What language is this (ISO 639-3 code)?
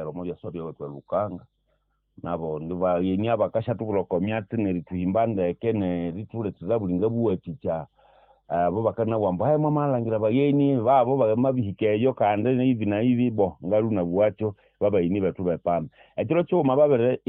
nnb